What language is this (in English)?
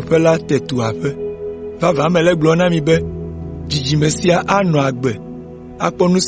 Ewe